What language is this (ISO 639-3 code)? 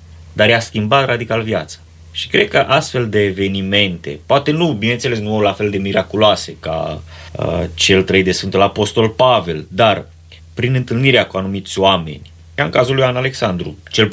ron